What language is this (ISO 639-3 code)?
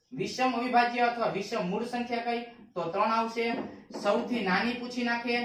guj